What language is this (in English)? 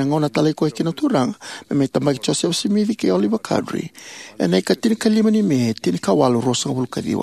Fijian